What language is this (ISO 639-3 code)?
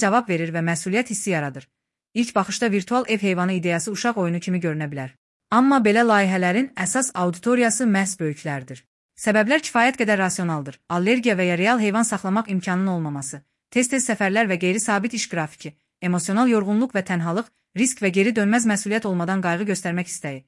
aze